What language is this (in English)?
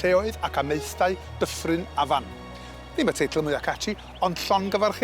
Welsh